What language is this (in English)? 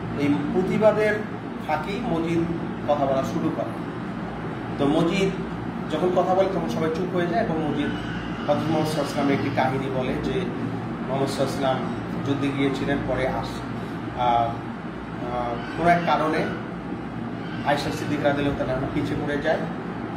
Bangla